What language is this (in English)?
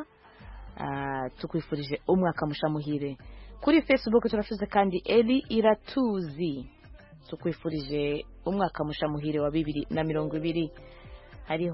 Kinyarwanda